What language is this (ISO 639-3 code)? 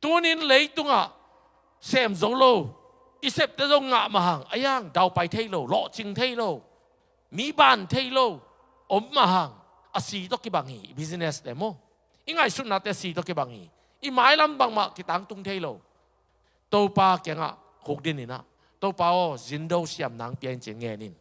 ctd